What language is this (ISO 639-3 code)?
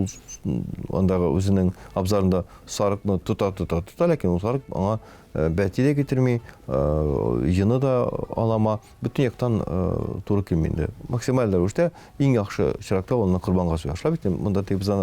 tat